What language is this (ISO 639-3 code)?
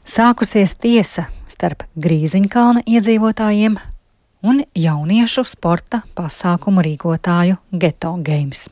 lav